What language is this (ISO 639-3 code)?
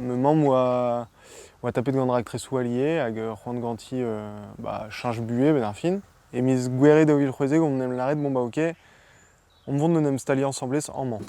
bre